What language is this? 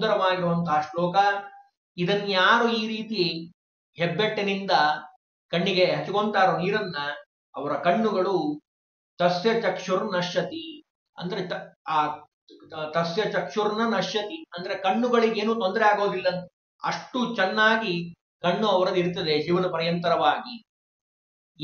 Kannada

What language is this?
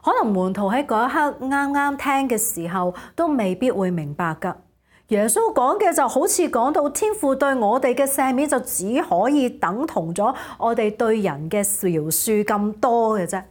Cantonese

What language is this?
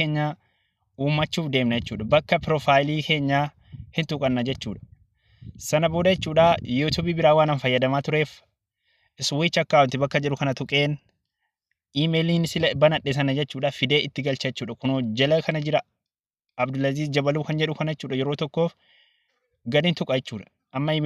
Oromo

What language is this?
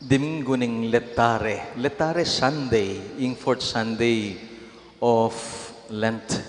Pampanga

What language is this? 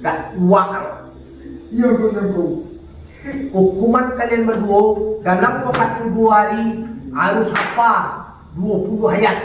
Minangkabau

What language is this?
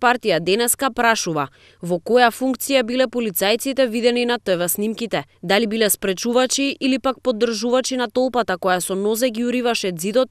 Macedonian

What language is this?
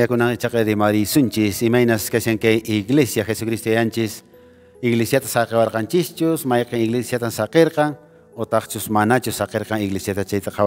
Quechua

